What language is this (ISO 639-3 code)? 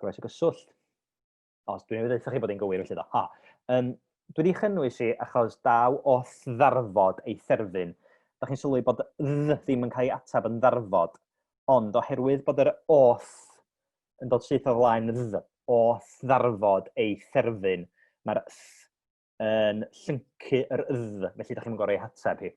cym